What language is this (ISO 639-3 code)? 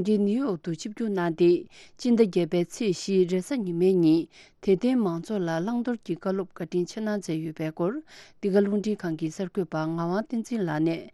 bod